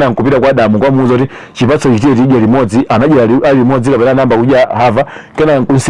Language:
Nyanja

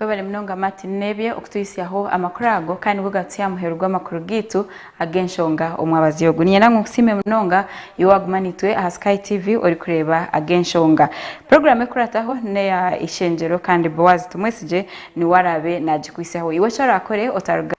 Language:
Nyankole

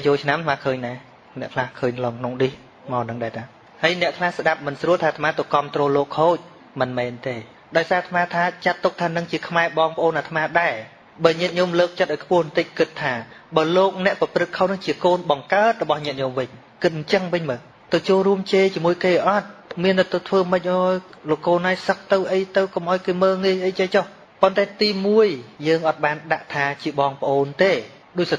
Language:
Khmer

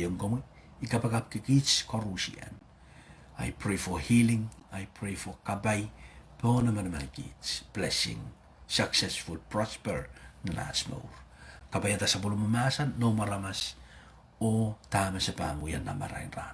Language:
Pohnpeian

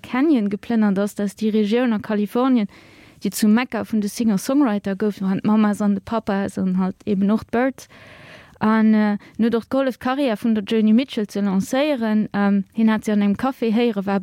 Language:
Luxembourgish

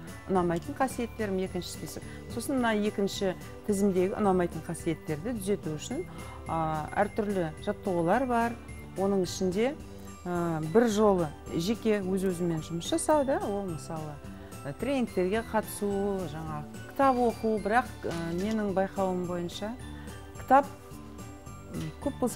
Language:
Kazakh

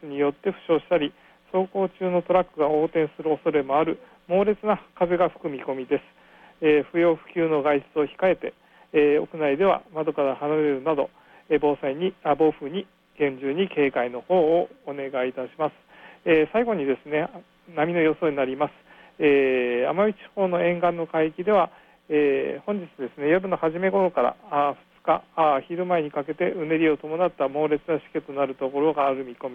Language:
Japanese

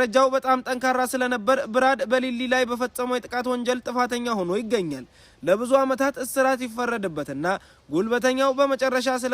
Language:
Amharic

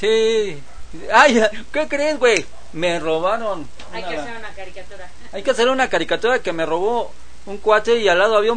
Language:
Spanish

